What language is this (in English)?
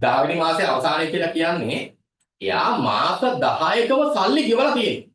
Sinhala